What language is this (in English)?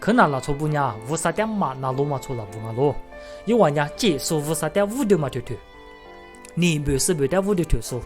Lisu